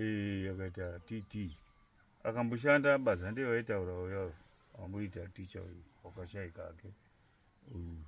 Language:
Shona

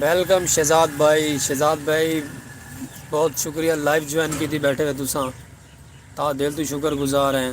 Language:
Saraiki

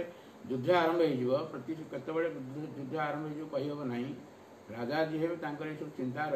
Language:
Odia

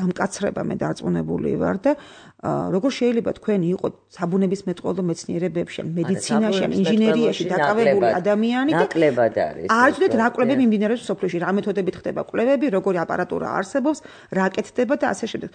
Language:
Georgian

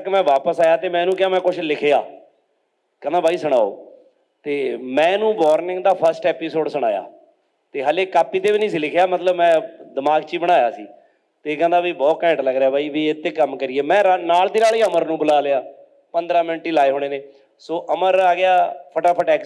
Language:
Punjabi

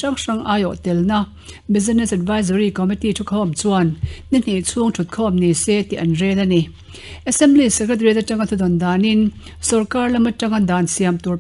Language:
Mizo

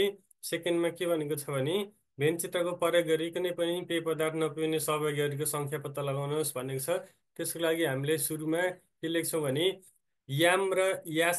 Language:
Nepali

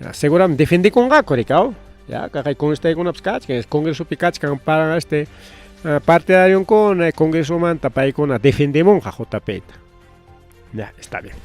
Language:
Ayacucho Quechua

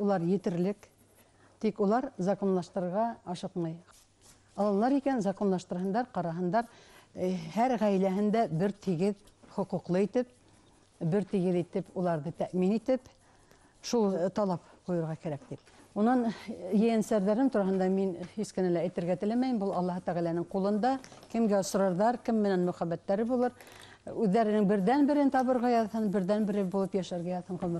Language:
Bashkir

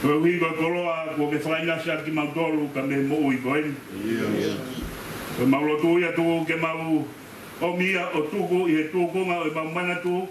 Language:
Tongan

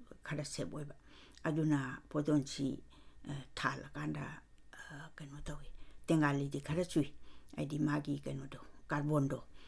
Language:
Manipuri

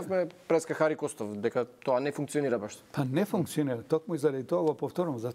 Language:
Macedonian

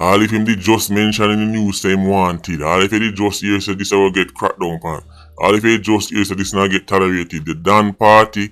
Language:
Jamaican Creole English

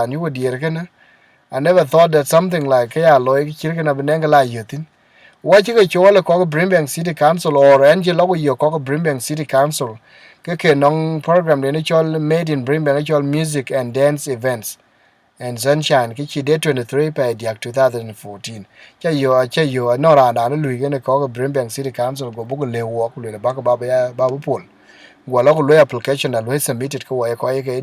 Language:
Dinka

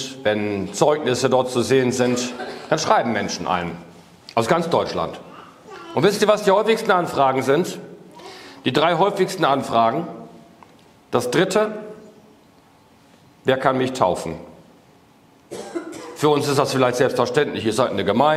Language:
German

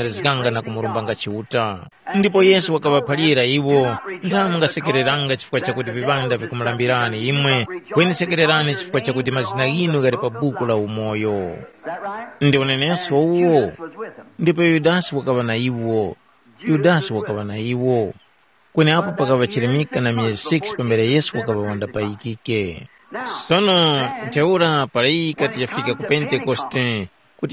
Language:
Tumbuka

